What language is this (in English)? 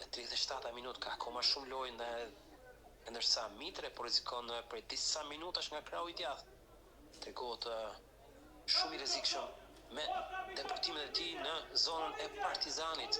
Albanian